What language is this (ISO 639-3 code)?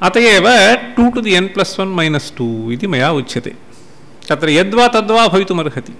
san